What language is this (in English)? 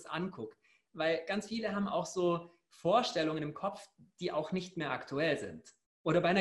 German